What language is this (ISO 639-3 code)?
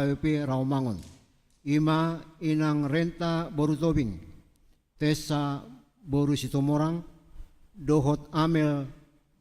bbc